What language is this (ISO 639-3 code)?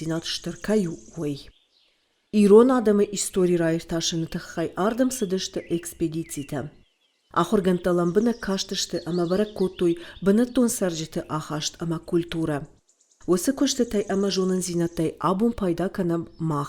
oss